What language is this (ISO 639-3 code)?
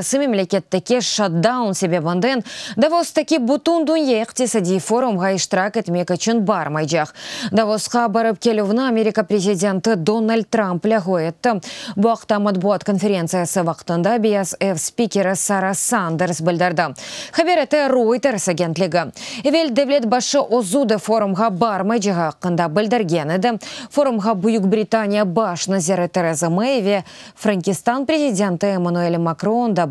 crh